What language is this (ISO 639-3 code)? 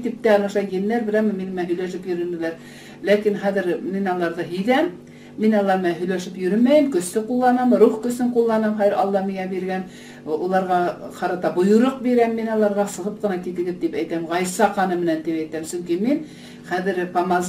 bak